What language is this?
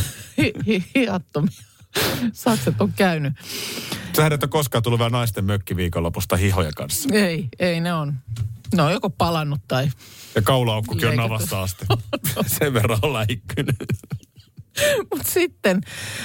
Finnish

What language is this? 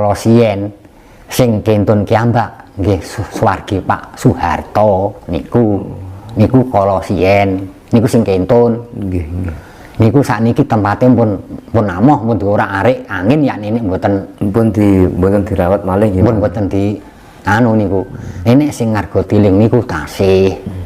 Javanese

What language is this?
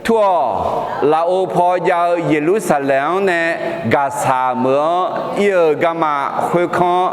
Akha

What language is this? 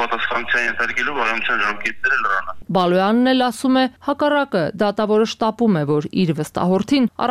Armenian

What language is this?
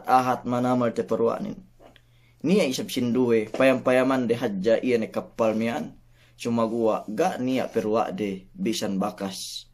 Yakan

